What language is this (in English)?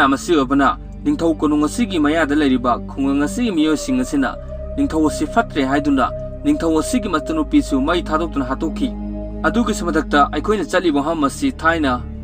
Manipuri